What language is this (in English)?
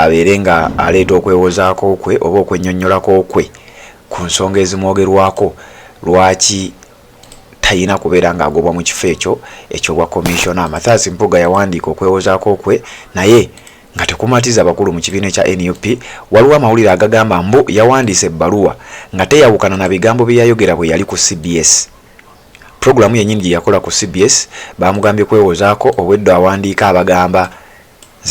Ganda